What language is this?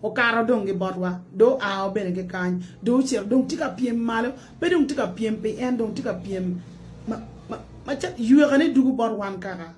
Acoli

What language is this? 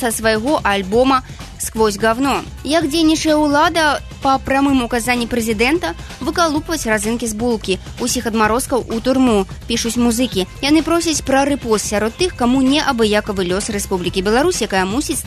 Belarusian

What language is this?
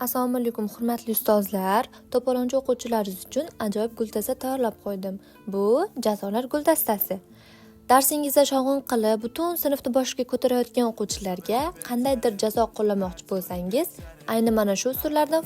Uzbek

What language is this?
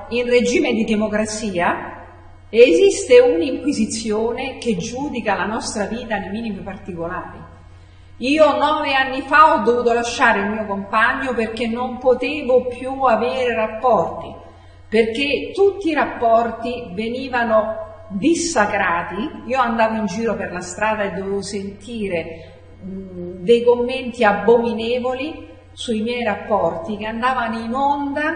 Italian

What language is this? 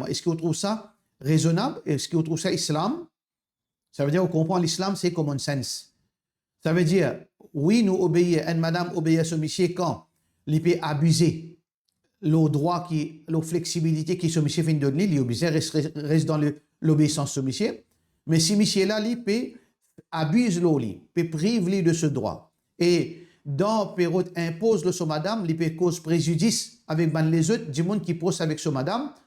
Morisyen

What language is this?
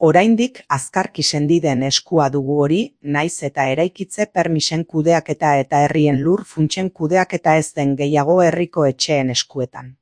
Basque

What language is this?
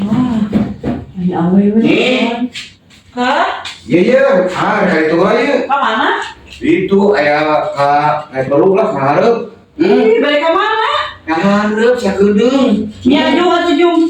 Sundanese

